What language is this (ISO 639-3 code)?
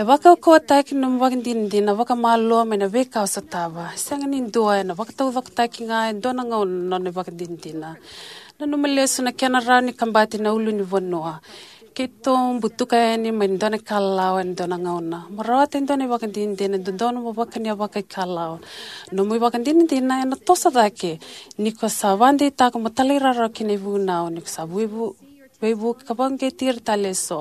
fij